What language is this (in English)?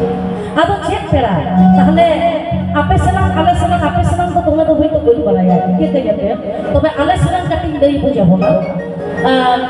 Santali